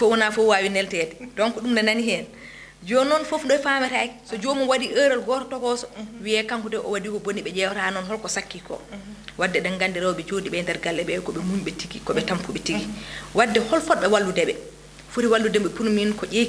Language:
Fula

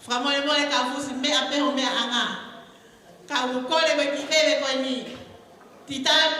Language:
Tongan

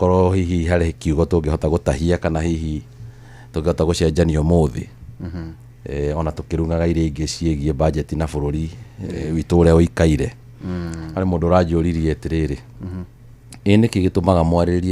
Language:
Kikuyu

